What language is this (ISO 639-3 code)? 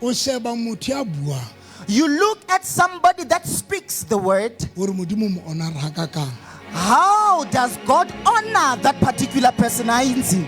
sot